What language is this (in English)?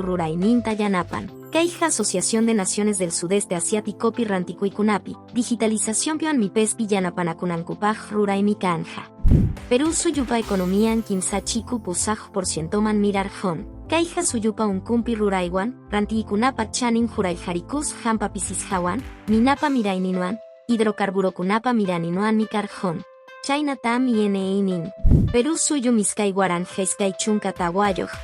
Quechua